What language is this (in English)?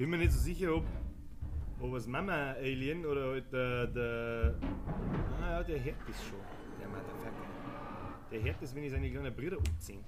Bavarian